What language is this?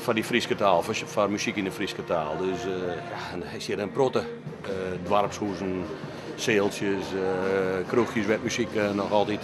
Western Frisian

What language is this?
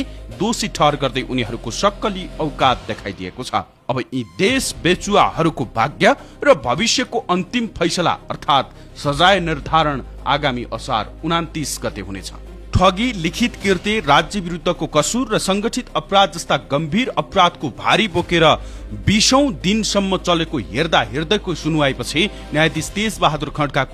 Nepali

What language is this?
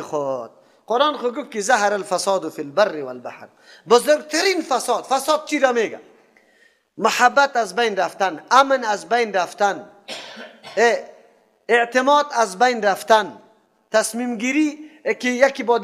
Persian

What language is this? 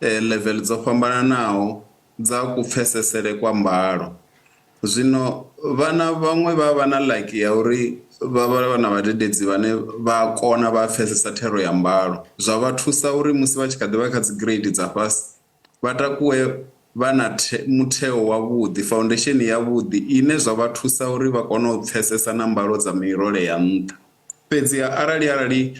Venda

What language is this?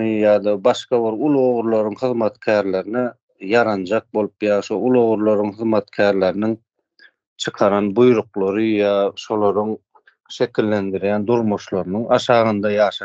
Turkmen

